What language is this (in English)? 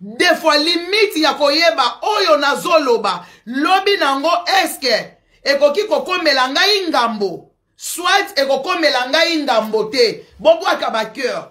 Lingala